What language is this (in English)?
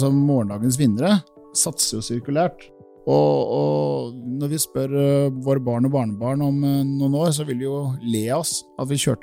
Norwegian